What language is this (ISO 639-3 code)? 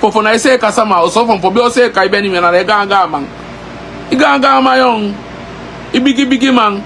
srn